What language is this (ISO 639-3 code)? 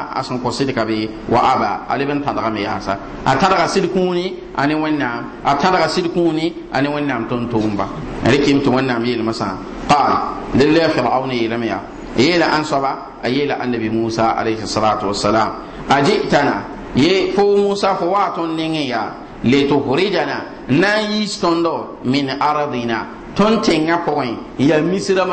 mos